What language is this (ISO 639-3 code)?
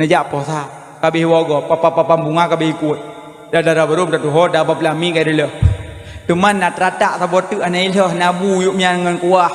ace